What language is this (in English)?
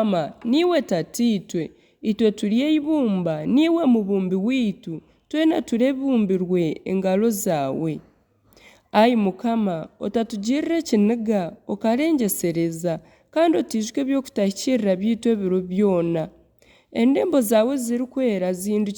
Nyankole